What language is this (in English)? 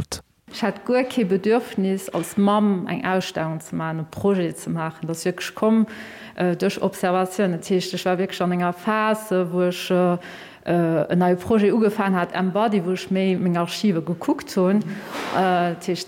Luxembourgish